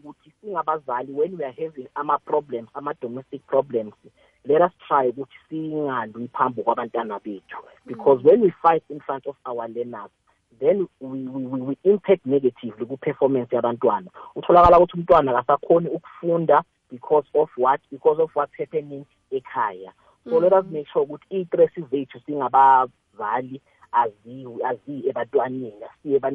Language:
South Ndebele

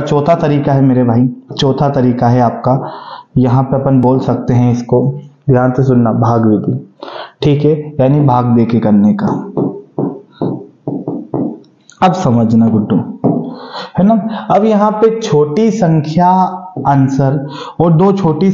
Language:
Hindi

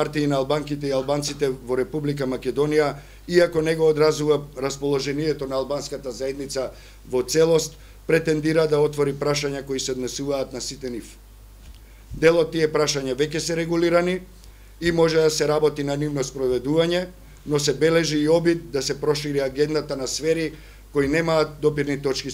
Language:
Macedonian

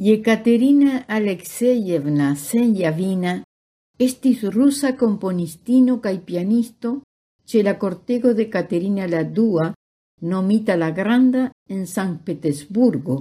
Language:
Esperanto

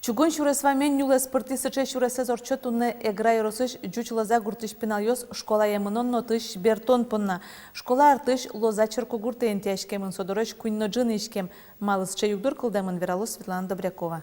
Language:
Udmurt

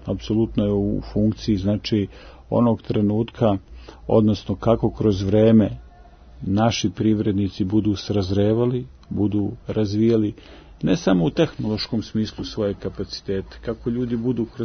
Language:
Serbian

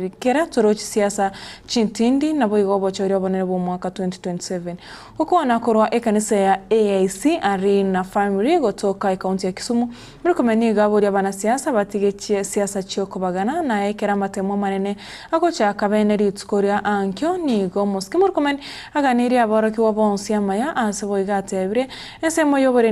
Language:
Gusii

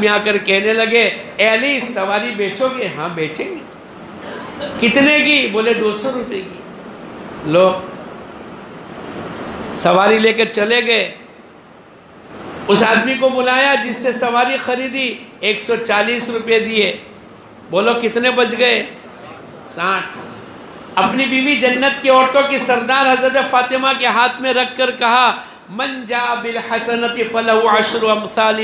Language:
Urdu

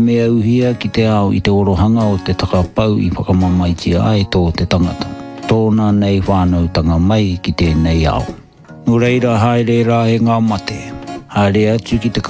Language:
Māori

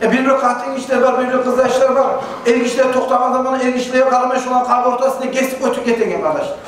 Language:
Kumyk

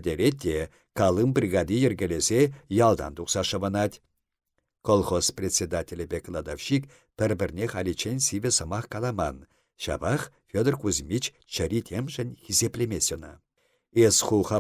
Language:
Chuvash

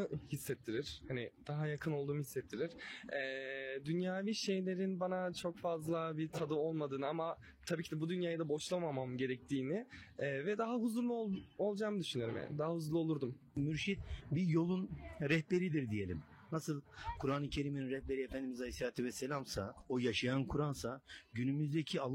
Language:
Turkish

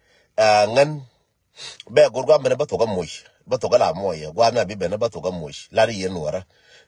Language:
Nuer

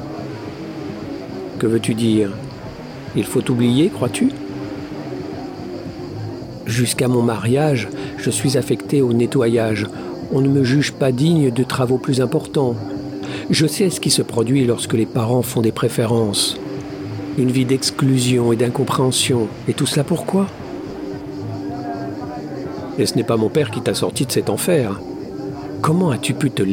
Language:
French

